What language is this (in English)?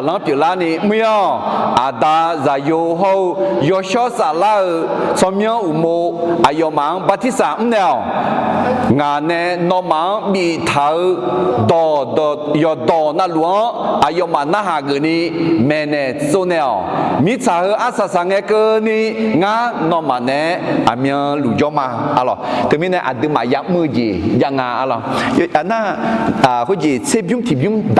Akha